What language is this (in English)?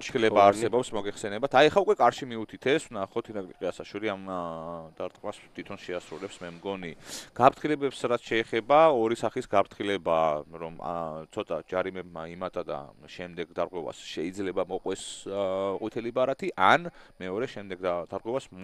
Georgian